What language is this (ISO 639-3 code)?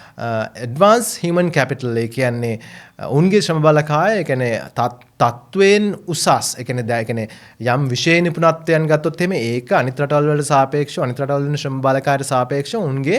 sin